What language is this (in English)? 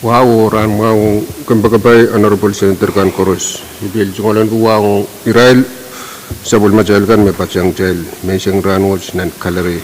Pohnpeian